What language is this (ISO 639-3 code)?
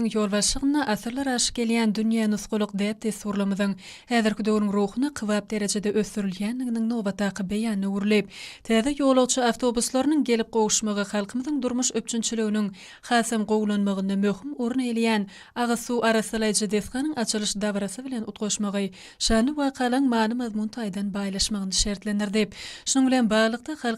tuk